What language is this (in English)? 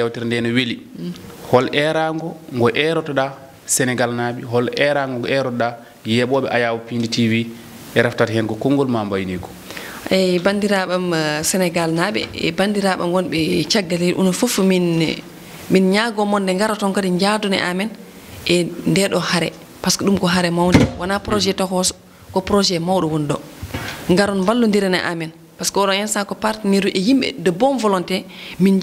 Fula